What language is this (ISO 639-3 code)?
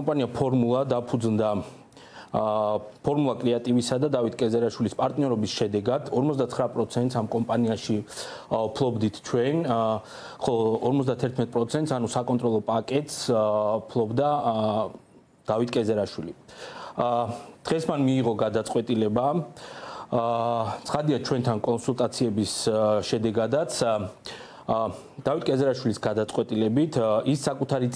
kat